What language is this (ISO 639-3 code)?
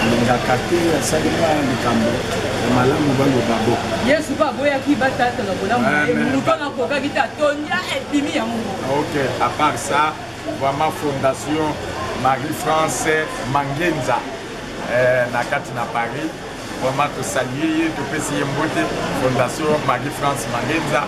lin